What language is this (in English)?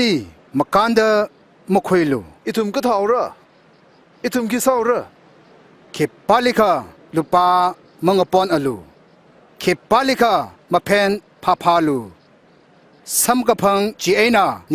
Tangkhul Naga (India)